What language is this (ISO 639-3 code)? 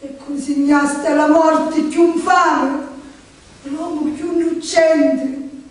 scn